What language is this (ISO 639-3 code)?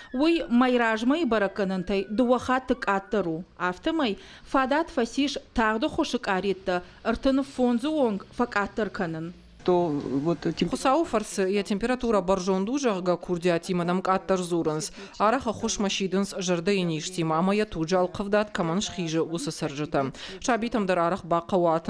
oss